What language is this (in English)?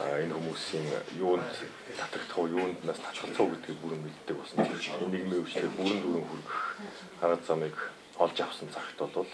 Mongolian